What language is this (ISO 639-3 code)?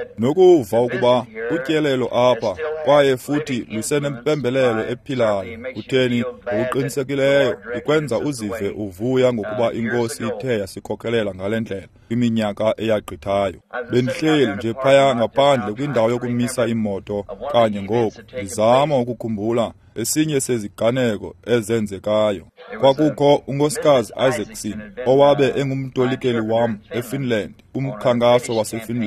xho